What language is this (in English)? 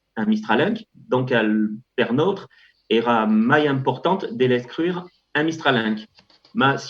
Occitan